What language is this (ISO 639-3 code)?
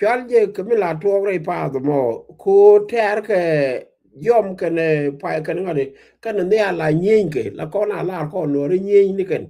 nus